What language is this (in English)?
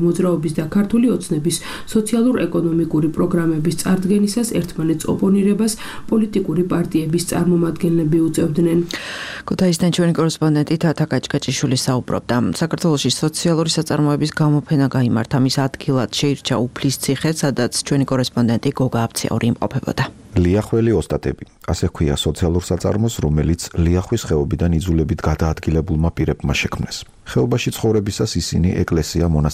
Georgian